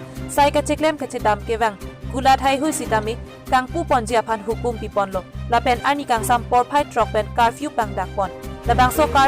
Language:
Karbi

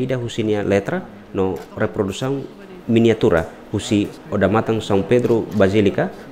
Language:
Tetum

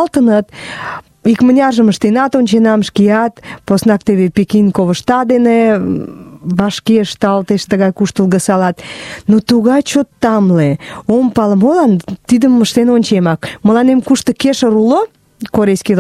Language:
Mari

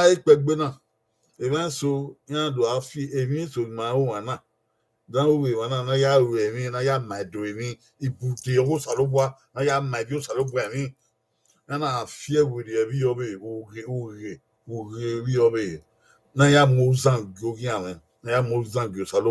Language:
Bini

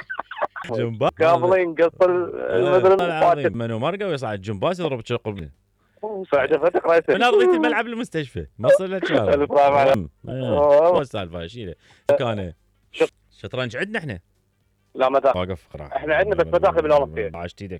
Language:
Mesopotamian Arabic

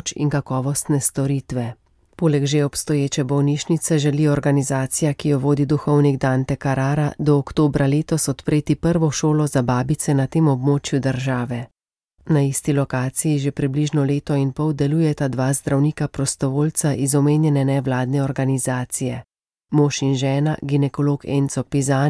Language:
Slovenian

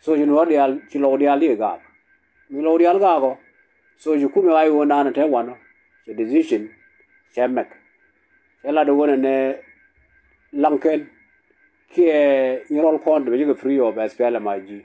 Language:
Nuer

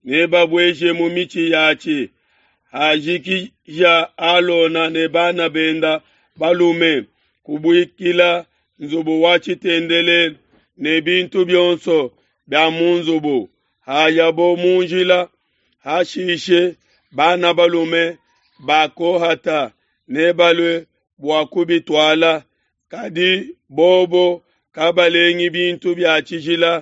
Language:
Luba-Lulua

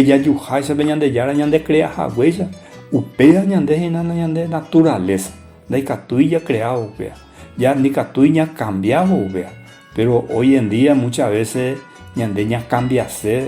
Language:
Guarani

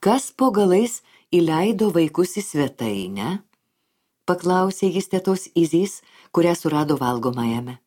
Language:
Lithuanian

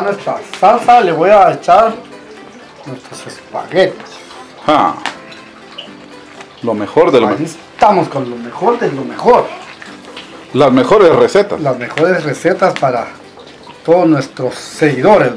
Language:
Spanish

